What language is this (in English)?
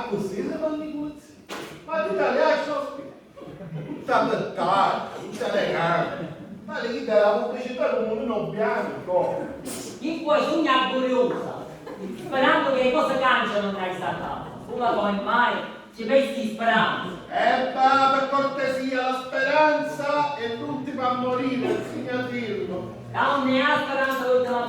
Sicilian